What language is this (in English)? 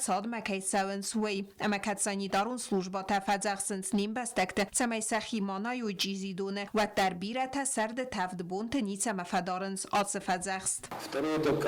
Ossetic